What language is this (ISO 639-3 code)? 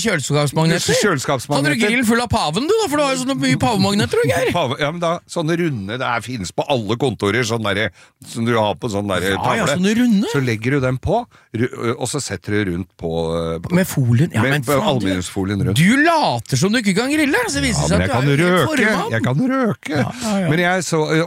nor